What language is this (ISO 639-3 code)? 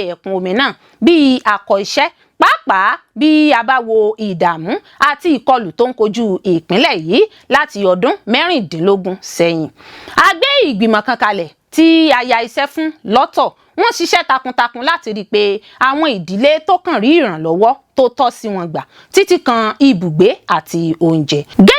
yor